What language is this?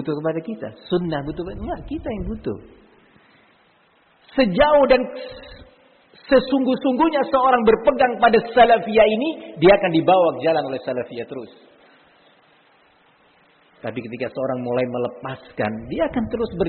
Indonesian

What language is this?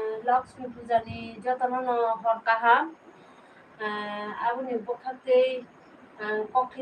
Kok Borok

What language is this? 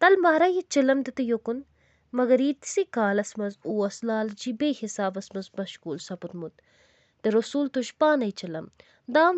Kashmiri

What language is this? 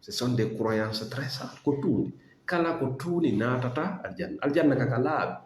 Fula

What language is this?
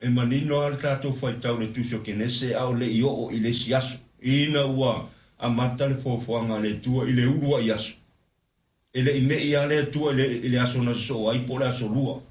Samoan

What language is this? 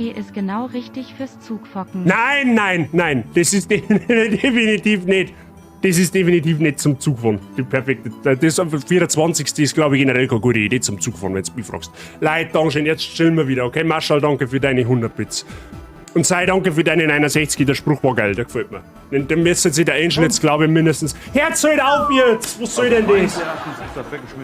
Bavarian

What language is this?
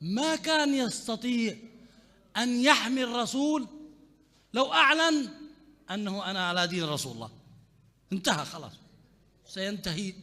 Mesopotamian Arabic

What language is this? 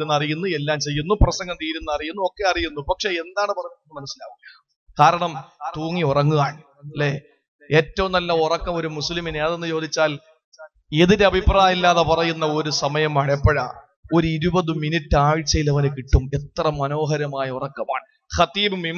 Malayalam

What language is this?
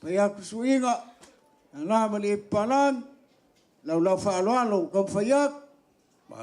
Samoan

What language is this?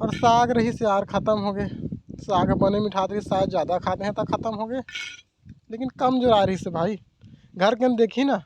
Chhattisgarhi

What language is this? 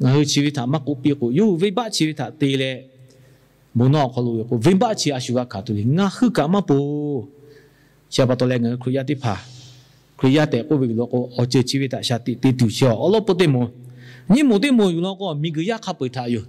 Lahu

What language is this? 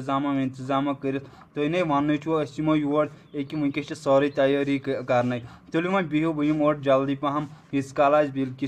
Kashmiri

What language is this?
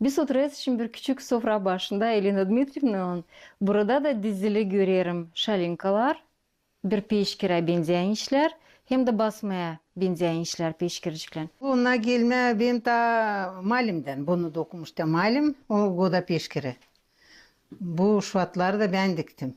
Gagauz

